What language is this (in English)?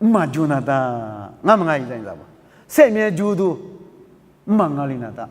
Lisu